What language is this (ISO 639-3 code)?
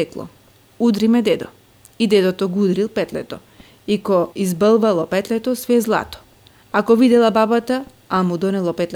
mkd